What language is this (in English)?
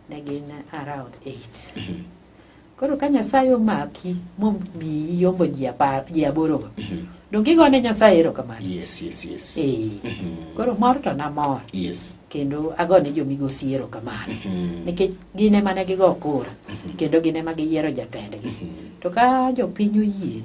Luo (Kenya and Tanzania)